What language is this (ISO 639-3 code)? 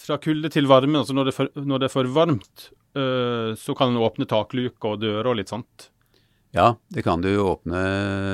nor